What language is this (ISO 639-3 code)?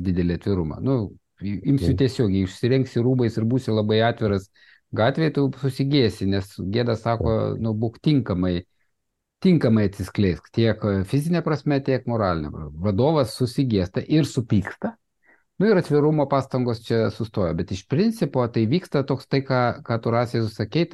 lit